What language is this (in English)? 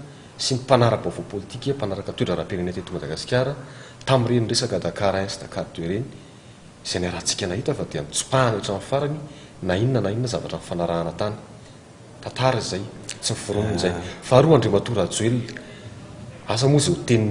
Malagasy